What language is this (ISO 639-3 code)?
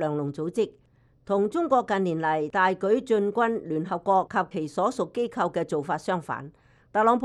yue